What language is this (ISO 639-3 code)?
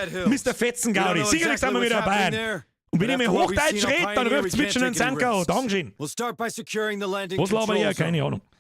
bar